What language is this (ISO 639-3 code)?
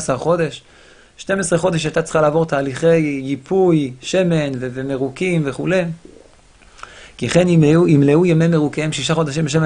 heb